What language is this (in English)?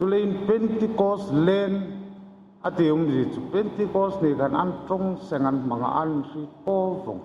Hmar